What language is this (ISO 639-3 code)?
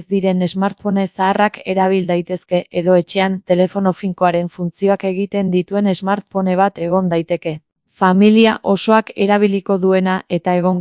eus